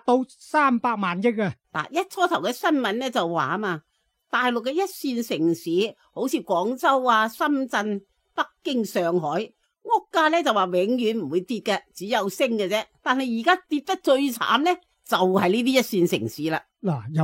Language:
Cantonese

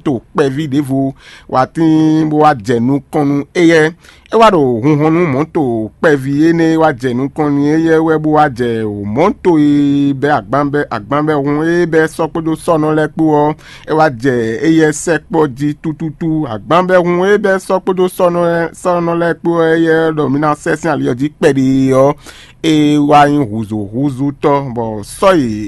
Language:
Fon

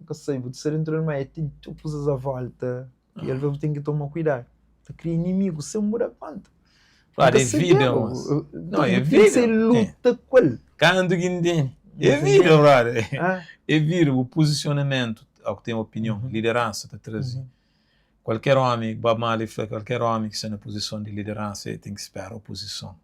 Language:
Kabuverdianu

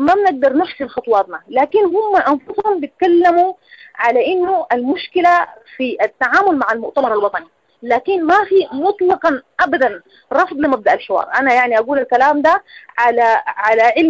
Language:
Sudanese Arabic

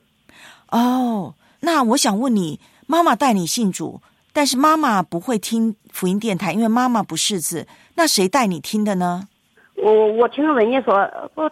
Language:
Chinese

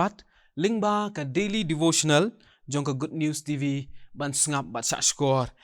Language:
Khasi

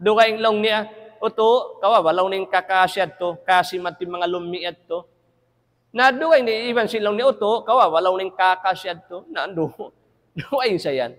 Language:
Tausug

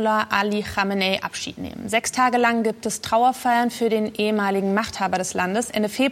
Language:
German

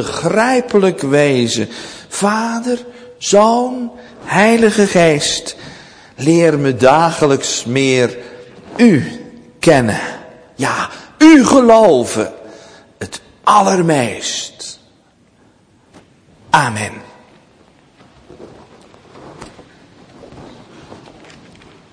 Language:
Dutch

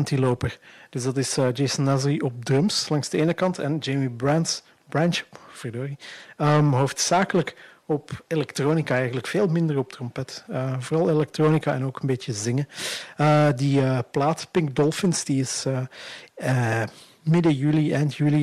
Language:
Dutch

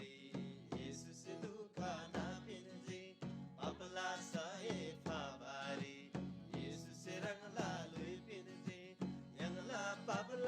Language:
Eastern Tamang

